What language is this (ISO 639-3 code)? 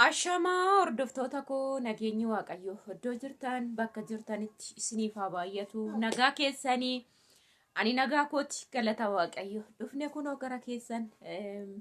orm